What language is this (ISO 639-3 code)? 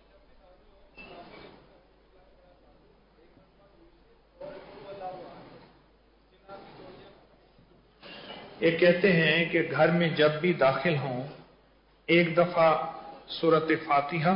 urd